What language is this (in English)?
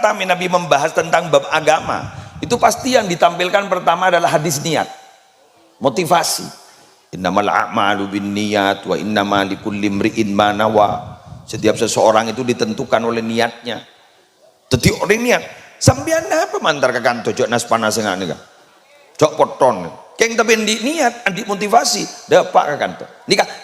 Madurese